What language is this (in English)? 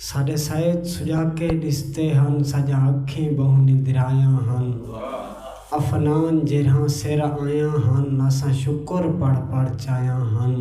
Saraiki